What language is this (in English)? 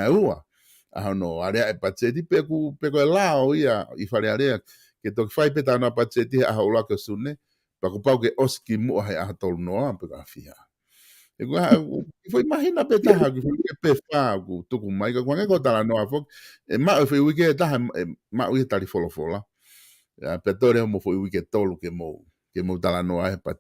Tongan